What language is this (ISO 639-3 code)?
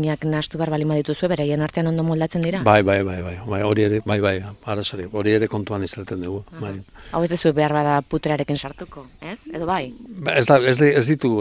eus